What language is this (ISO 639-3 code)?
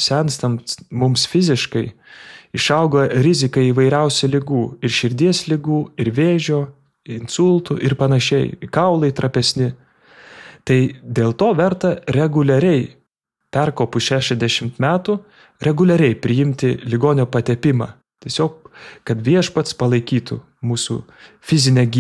lit